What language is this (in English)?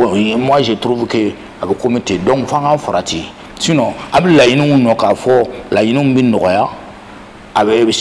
Bambara